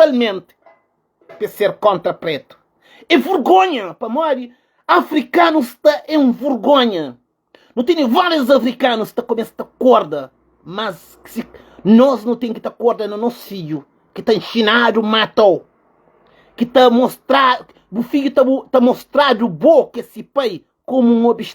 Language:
Kabuverdianu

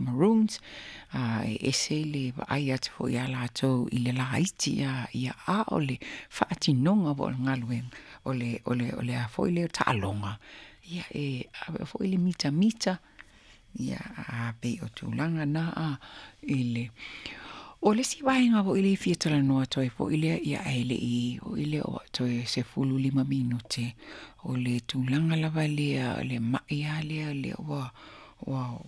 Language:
Samoan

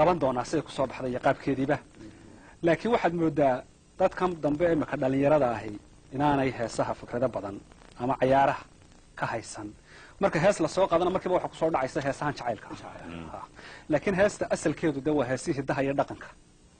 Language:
Somali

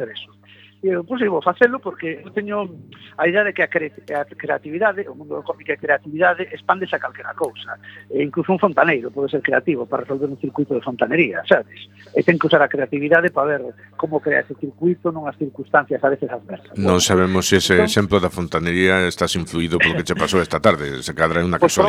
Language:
Galician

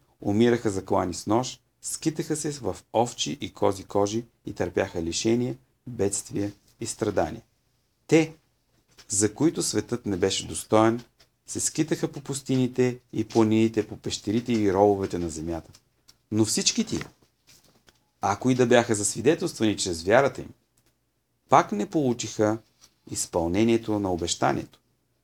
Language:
Bulgarian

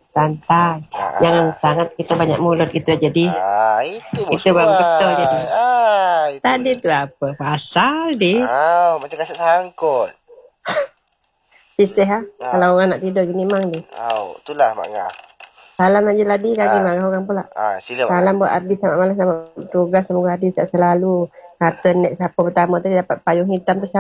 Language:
Malay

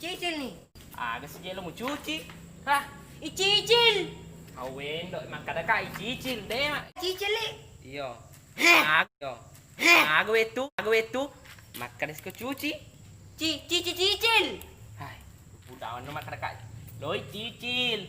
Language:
Buginese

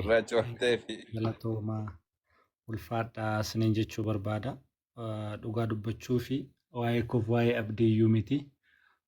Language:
Oromo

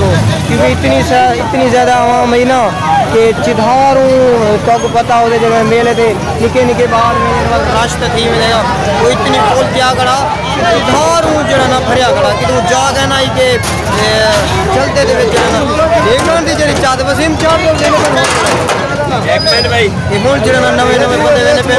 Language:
Saraiki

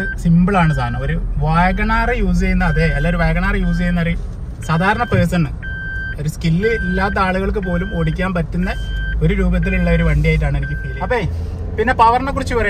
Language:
Malayalam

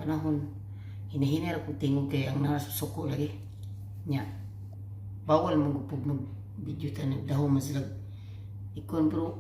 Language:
Cebuano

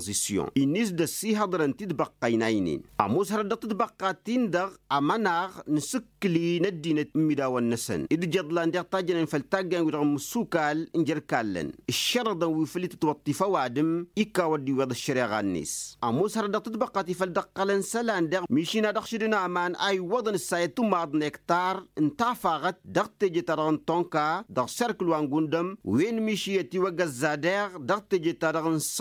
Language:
Tamasheq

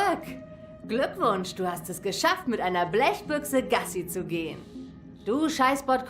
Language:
Swiss German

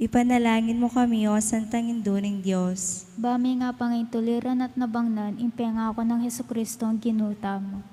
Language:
Pampanga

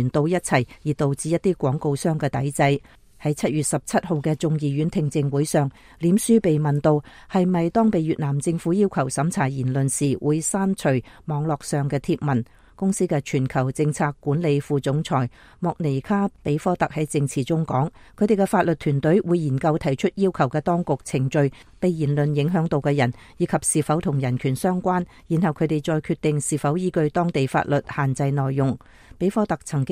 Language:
Cantonese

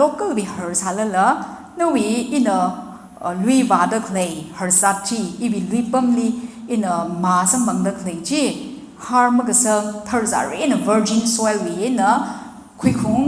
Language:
Tangkhul Naga (India)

